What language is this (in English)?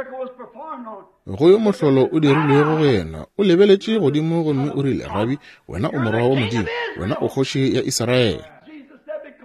Northern Sotho